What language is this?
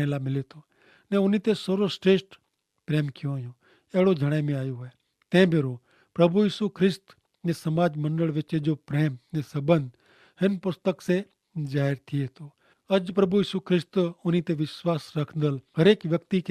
Kachhi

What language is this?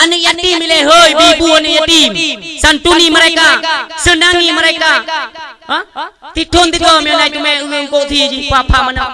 Achinese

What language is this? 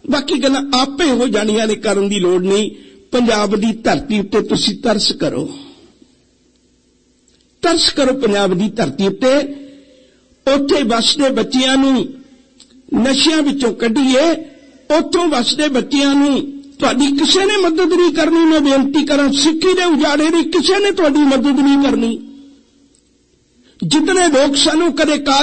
Punjabi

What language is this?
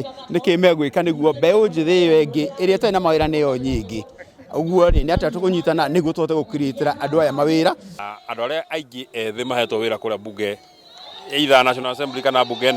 Kikuyu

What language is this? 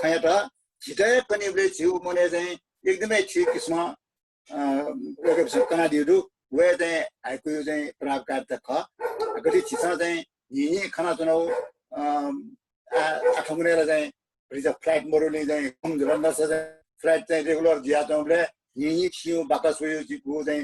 Newari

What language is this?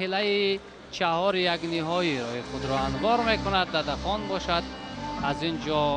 Tajik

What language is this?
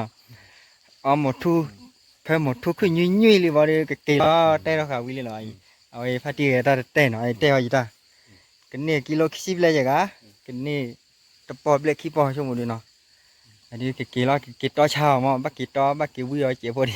S'gaw Karen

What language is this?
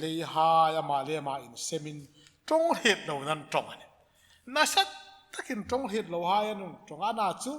Hmar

